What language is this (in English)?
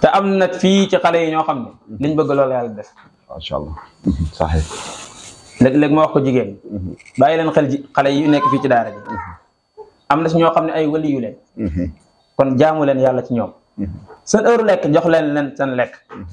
Wolof